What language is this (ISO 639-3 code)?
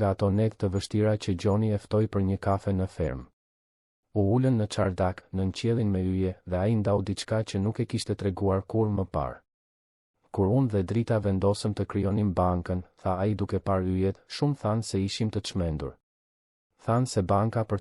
sqi